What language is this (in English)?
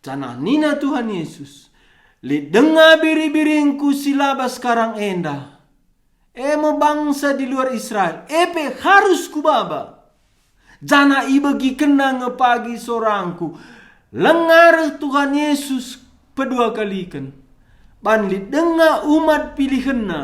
Batak Karo